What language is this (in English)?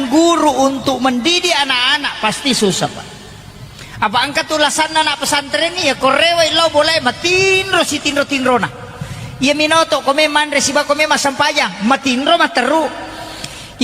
Buginese